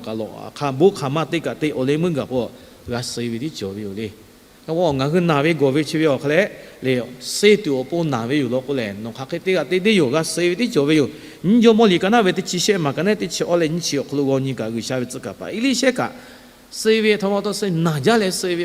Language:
Lahu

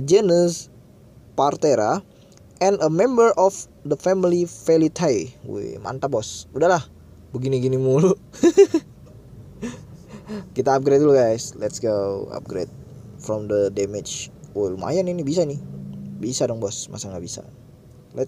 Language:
Indonesian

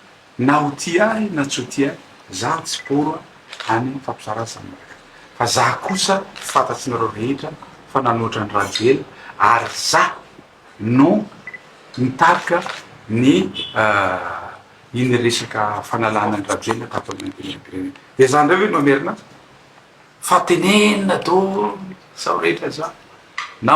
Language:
Malagasy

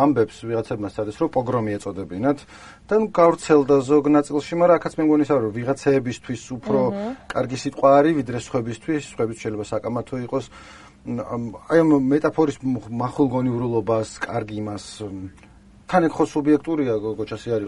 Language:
Georgian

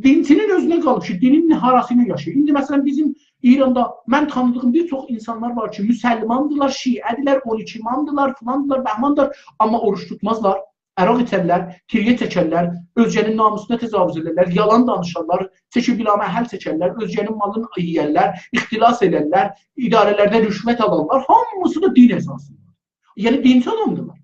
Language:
South Azerbaijani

